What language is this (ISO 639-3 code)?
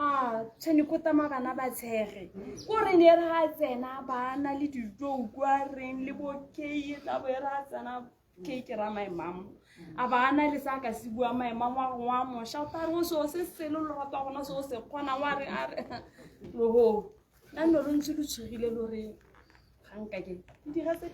tsn